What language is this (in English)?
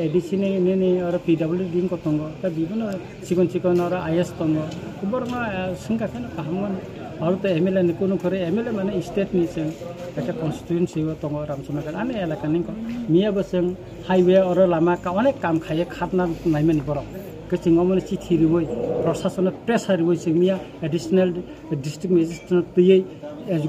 Kok Borok